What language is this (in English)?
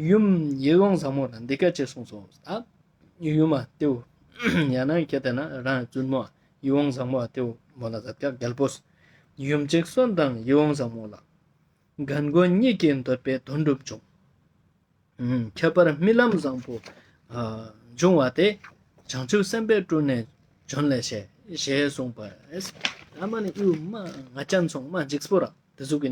Ladakhi